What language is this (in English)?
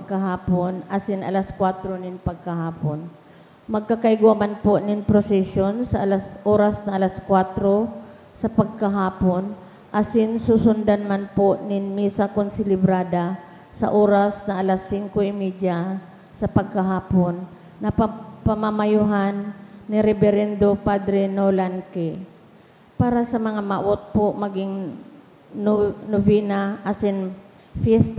Bikol